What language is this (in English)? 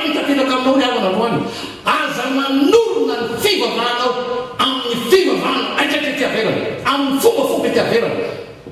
Malagasy